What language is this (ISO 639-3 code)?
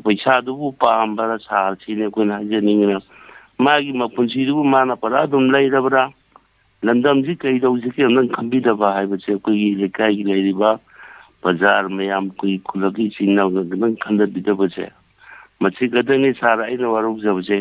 mni